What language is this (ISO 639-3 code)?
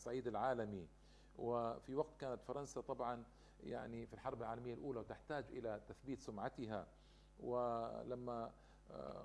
ara